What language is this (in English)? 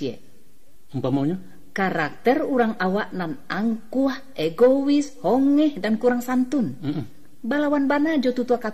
Minangkabau